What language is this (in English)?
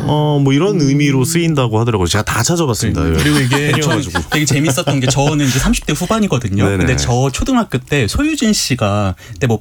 Korean